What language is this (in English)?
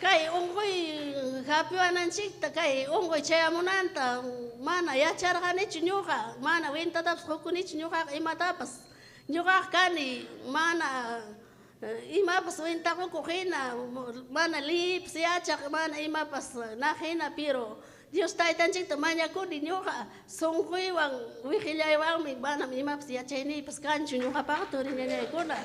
Ayacucho Quechua